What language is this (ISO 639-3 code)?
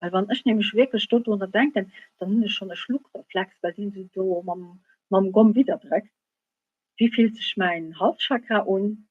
ltz